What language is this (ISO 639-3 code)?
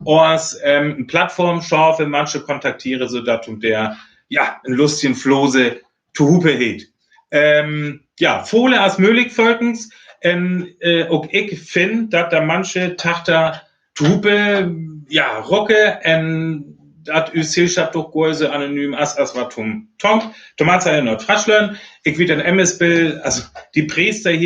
frr